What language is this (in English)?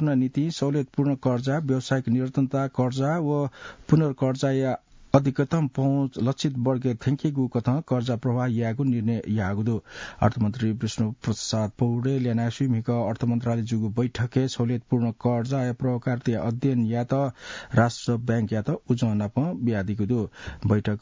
Newari